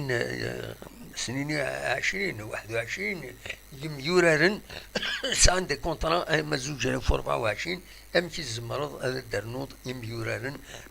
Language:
Kabyle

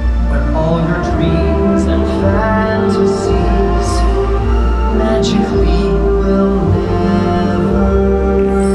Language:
English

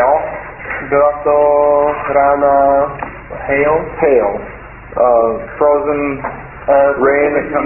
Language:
Czech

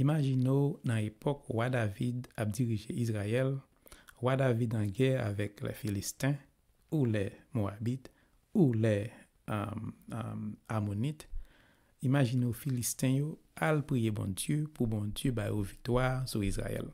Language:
Haitian Creole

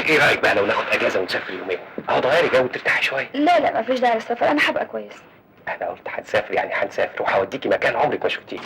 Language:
Egyptian Arabic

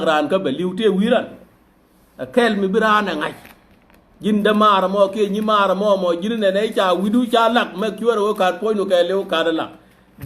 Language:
Nuer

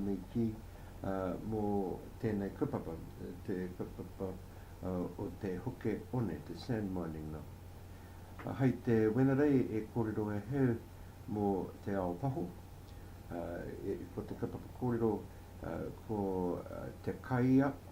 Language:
Māori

